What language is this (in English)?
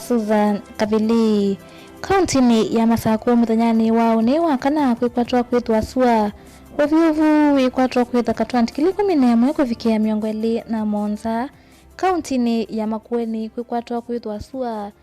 Kamba